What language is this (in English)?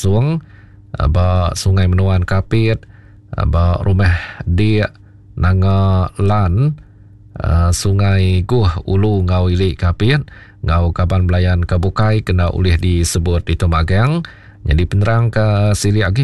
Iban